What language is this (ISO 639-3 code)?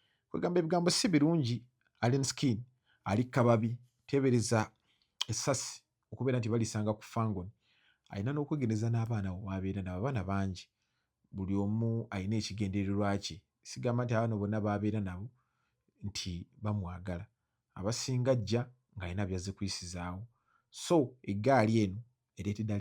lug